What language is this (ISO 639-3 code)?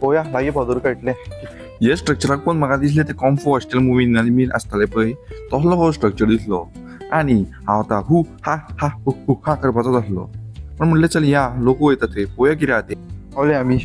kok